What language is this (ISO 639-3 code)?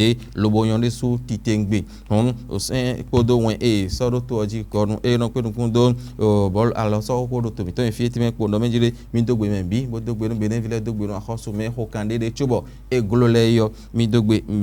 fon